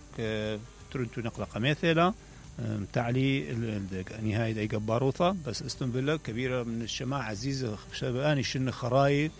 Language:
Mesopotamian Arabic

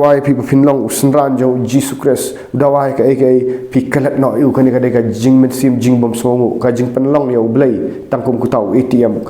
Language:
Khasi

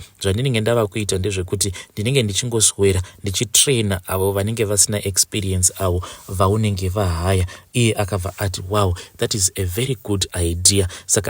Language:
Shona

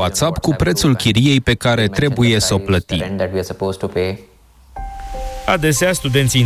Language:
Romanian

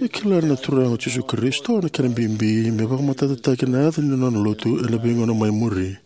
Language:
Fijian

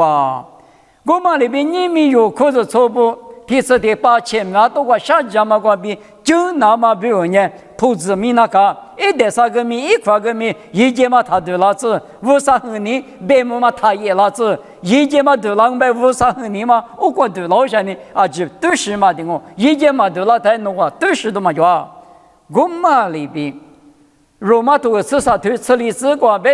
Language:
Lisu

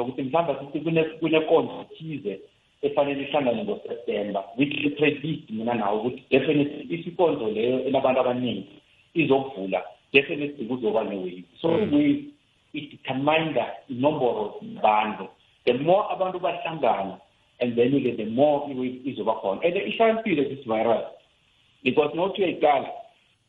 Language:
South Ndebele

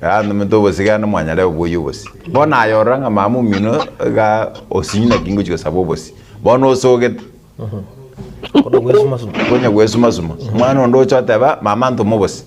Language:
Gusii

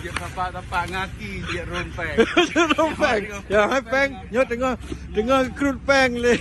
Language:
Achinese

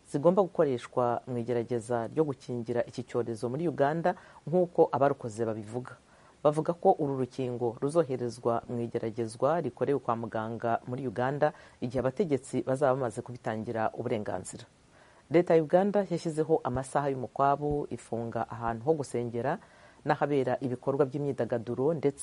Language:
Kinyarwanda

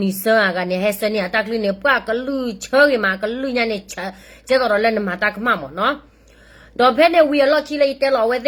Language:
S'gaw Karen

